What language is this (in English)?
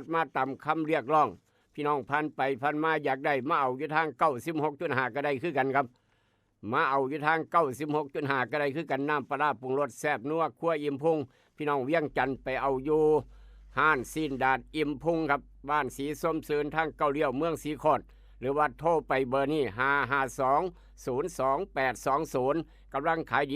Northeastern Thai